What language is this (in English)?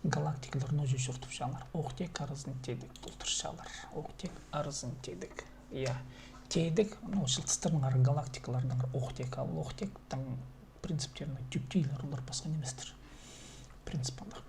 Khakas